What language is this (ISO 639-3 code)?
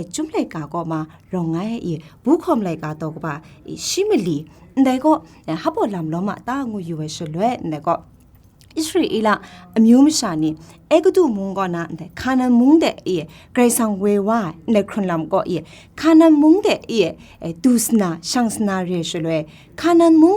kac